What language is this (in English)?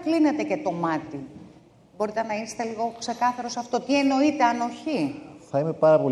Greek